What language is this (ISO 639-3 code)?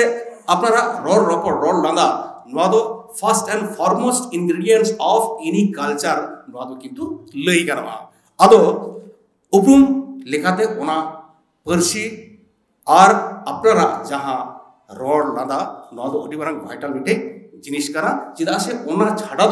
sat